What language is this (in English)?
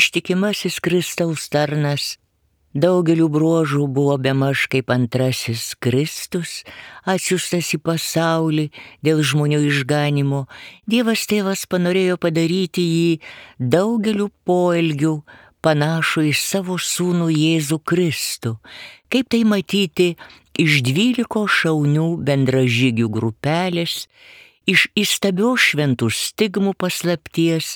Lithuanian